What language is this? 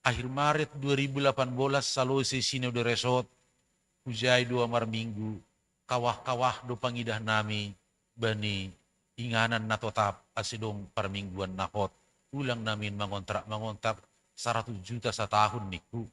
Batak Simalungun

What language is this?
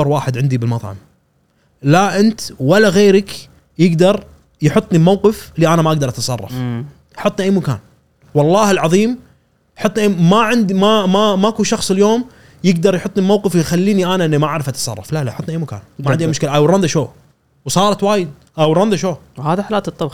Gulf Arabic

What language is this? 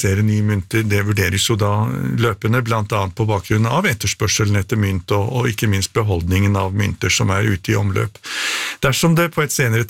Norwegian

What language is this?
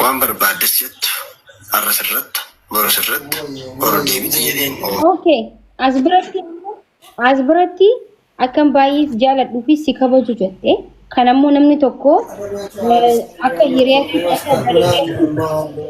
Oromo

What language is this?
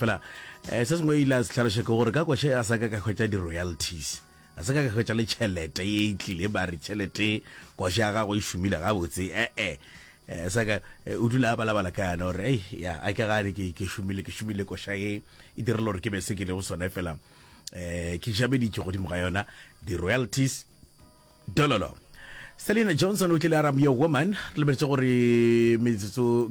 Northern Sotho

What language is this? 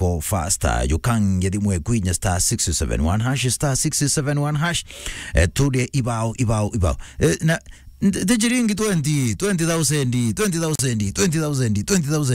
Meru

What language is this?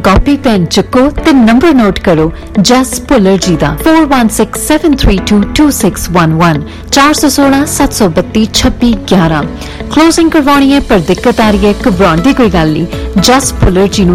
Punjabi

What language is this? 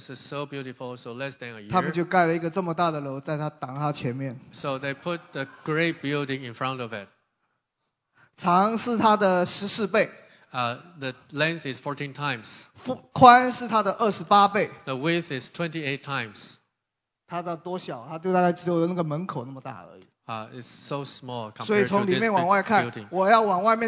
Chinese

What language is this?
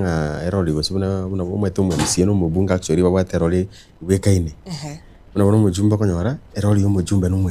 Gusii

